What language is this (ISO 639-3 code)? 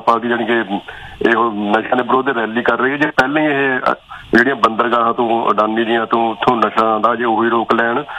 pan